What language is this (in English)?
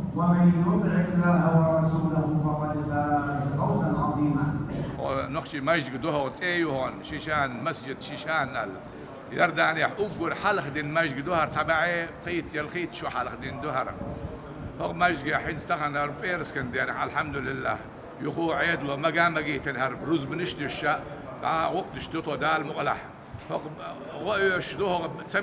Chechen